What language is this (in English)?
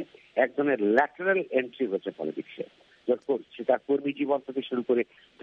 Bangla